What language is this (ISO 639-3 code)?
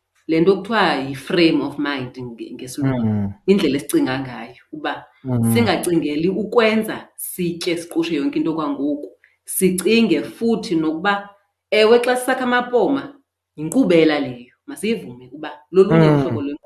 xho